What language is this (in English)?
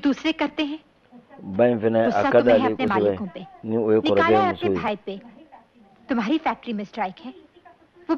Bambara